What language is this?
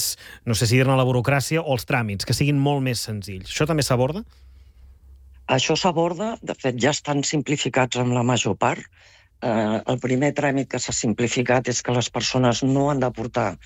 Catalan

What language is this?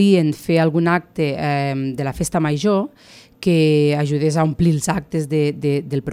Catalan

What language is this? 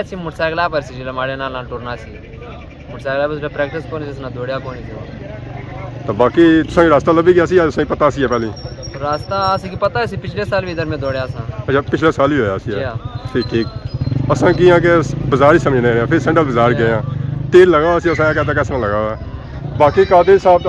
Pahari-Potwari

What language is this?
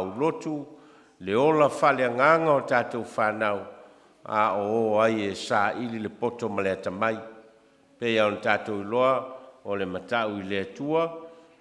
Samoan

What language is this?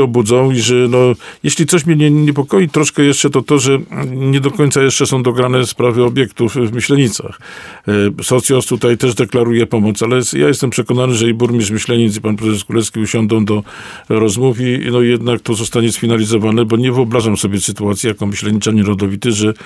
Polish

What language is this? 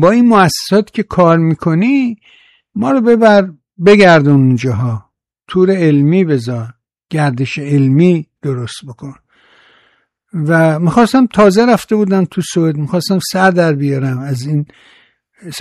Persian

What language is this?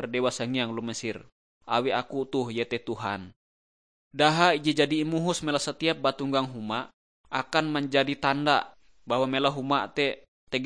Ngaju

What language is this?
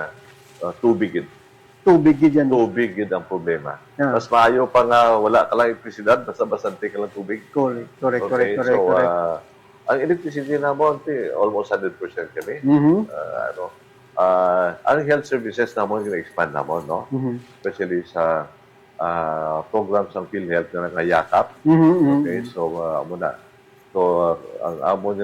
Hiligaynon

